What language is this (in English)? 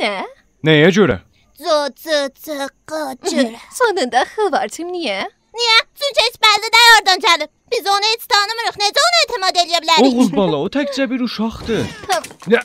South Azerbaijani